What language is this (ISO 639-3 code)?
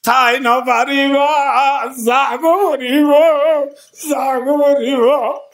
rhg